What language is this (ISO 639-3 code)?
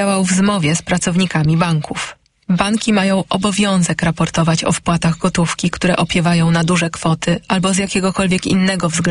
pol